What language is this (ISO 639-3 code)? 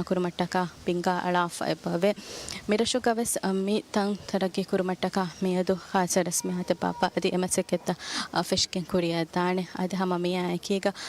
div